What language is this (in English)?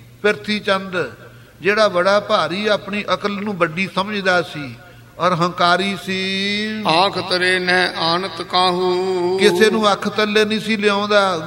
Punjabi